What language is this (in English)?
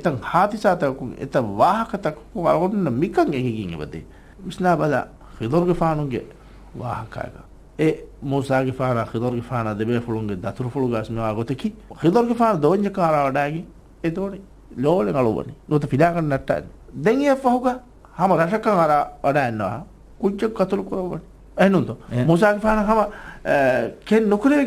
Divehi